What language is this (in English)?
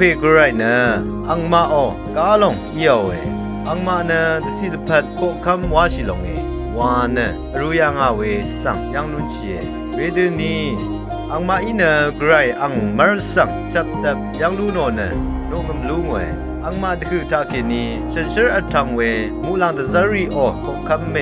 Rawang